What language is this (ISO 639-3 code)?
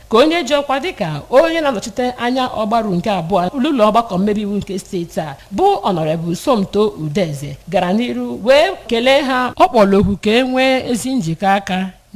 ibo